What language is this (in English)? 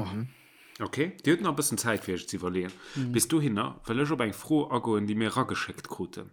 Luxembourgish